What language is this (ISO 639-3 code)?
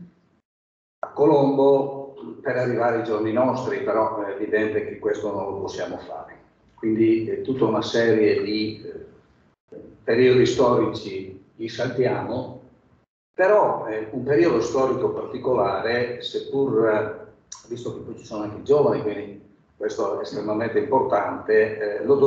ita